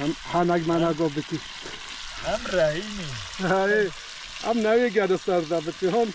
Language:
Kurdish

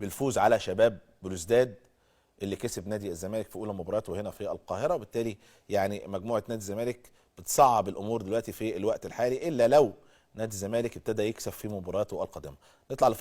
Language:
Egyptian Arabic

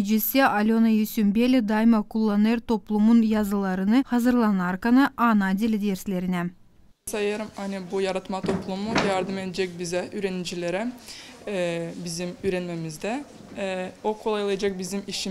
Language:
Gagauz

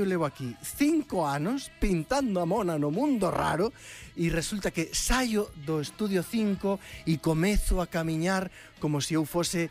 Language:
Galician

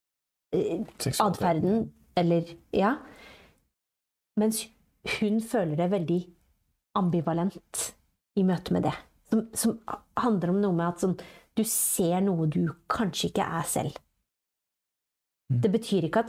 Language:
Norwegian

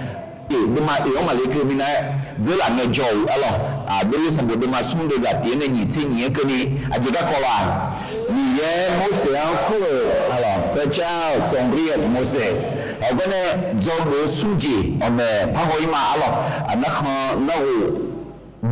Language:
Akha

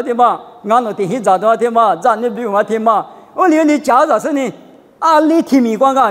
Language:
Lisu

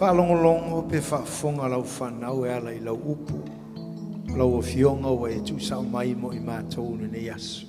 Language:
Samoan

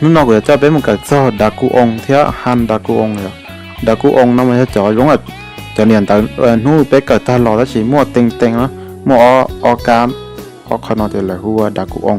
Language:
Hmong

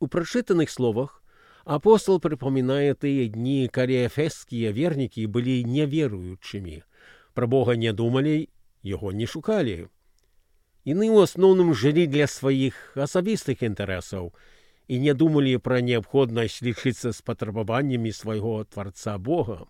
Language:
Belarusian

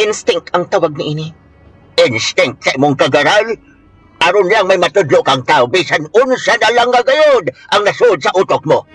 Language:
Cebuano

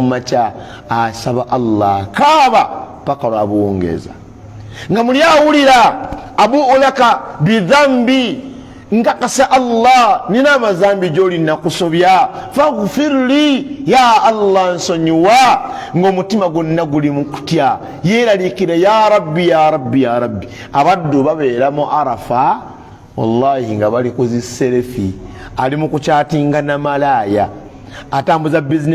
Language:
Ganda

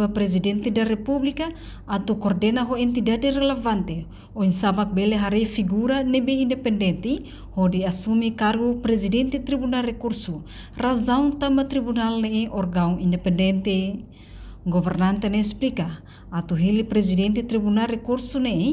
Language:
Tetum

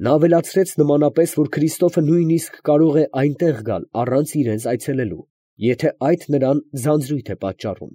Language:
Armenian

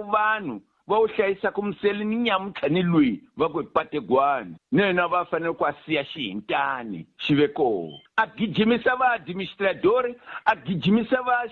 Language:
Tsonga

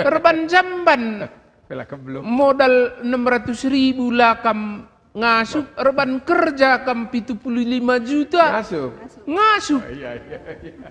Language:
Batak Karo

